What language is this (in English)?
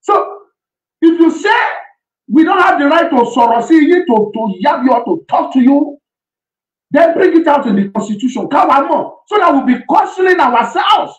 Yoruba